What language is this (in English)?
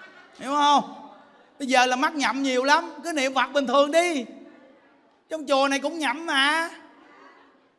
Vietnamese